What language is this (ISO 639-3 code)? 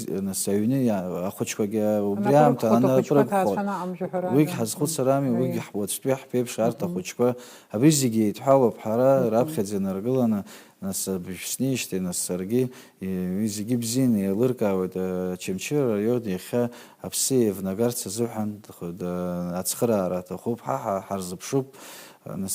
abk